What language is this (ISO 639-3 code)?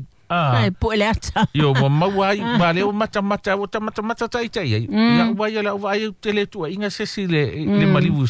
smo